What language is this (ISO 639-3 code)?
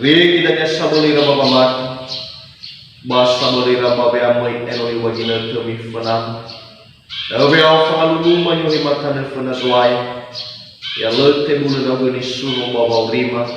nia